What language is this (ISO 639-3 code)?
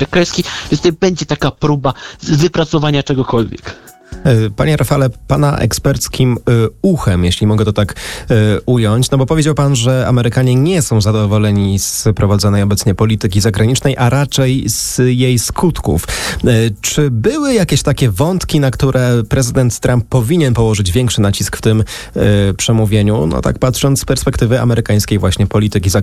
pol